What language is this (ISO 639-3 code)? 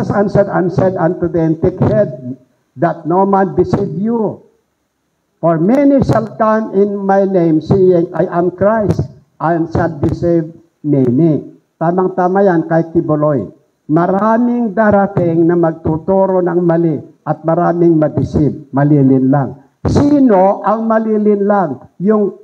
fil